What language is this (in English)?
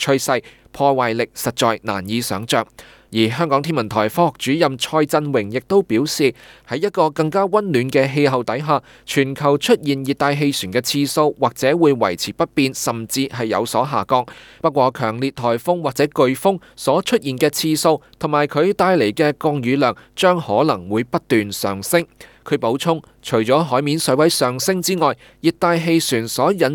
Cantonese